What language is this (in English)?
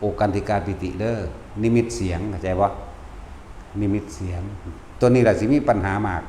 Lao